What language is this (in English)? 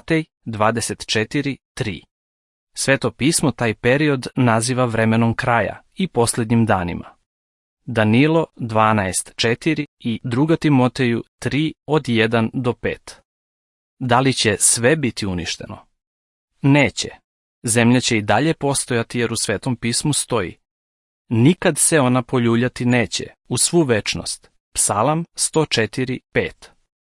Serbian